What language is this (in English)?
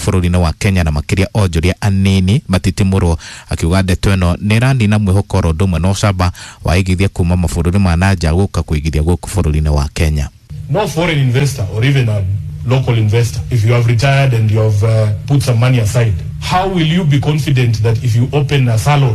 Kikuyu